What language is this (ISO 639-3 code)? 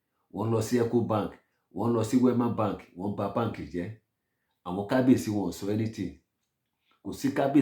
yor